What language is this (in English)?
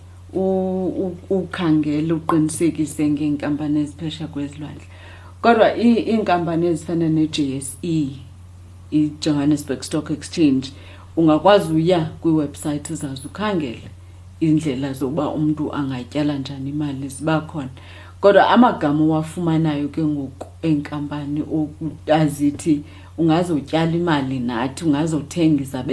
Xhosa